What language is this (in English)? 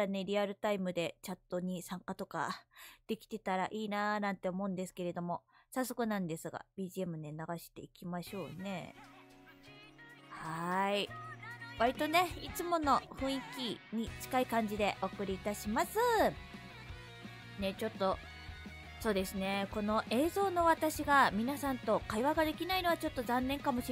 Japanese